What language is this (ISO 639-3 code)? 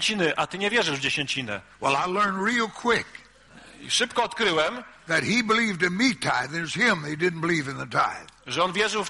pol